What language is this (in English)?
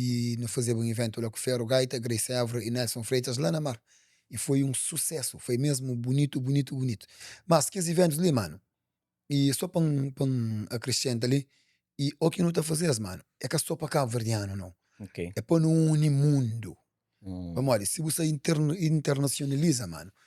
Kabuverdianu